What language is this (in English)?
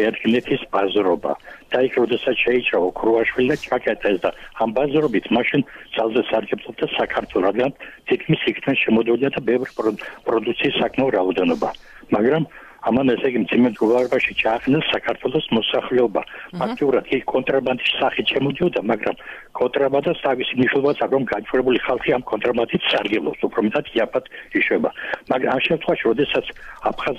Georgian